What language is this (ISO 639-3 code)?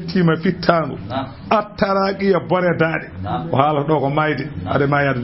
ful